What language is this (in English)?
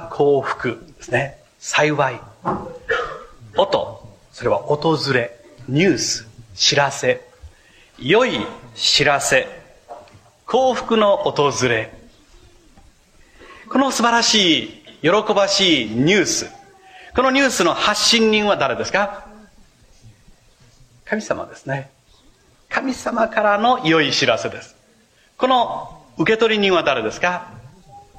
Japanese